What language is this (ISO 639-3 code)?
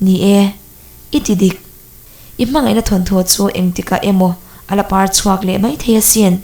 lus